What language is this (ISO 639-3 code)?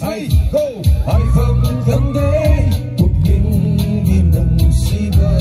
nmf